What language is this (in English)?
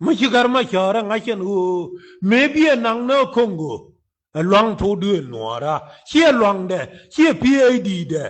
Nuer